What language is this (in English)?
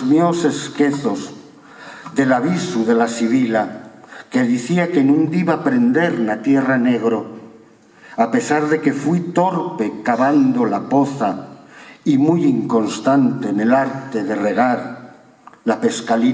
Asturian